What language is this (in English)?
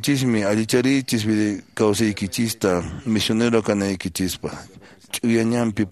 Quechua